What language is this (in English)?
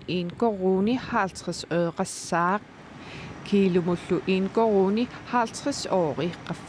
Kalaallisut